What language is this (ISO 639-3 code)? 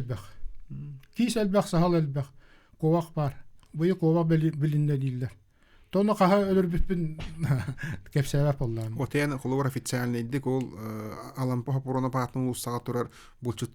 sah